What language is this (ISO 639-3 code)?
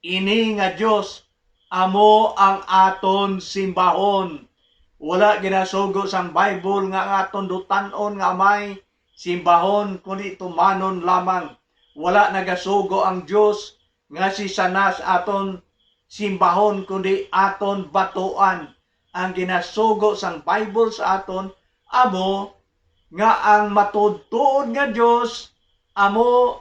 hil